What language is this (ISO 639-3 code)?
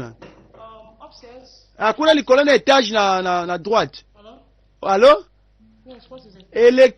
lin